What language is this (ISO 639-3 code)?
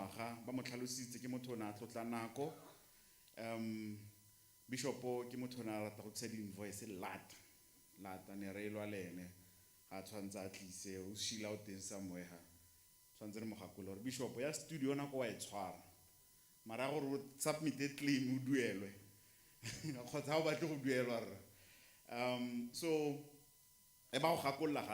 tsn